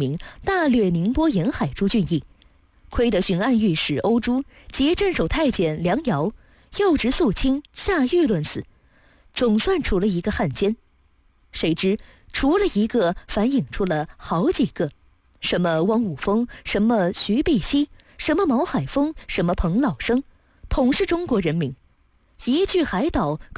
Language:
Chinese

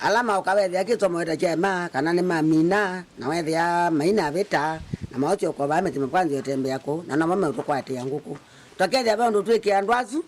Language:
Kamba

